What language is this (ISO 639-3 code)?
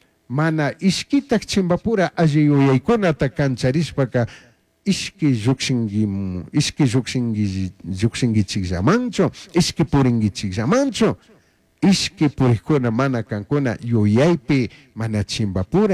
qug